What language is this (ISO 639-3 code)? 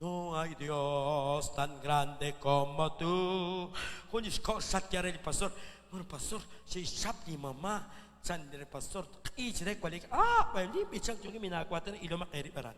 kek